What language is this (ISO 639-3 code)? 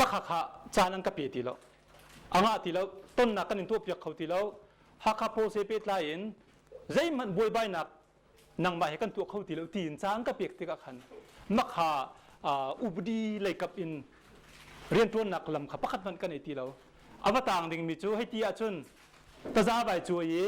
cnh